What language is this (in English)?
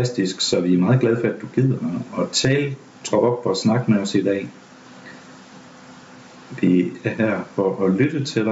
Danish